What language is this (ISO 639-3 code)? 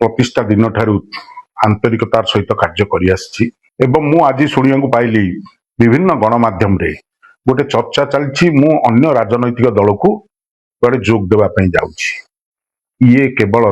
ori